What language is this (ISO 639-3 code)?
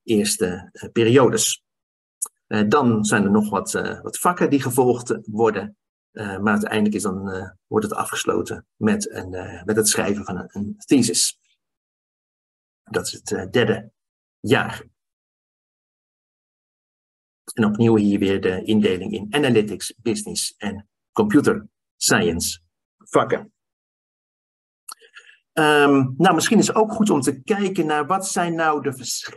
nld